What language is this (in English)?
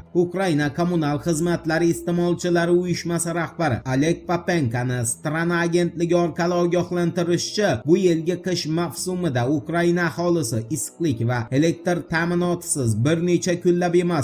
Uzbek